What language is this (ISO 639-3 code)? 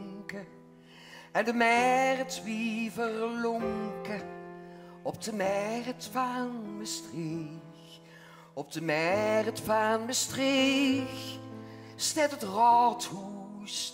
lim